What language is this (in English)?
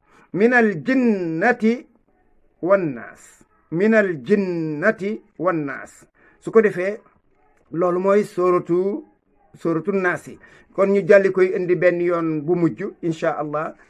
Wolof